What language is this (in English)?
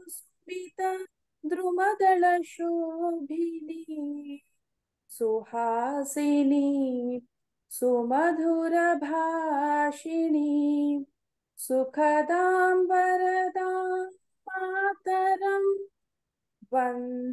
Sanskrit